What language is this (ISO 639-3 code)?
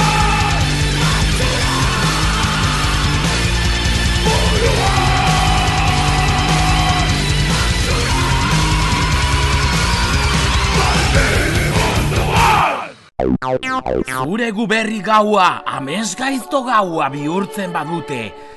eus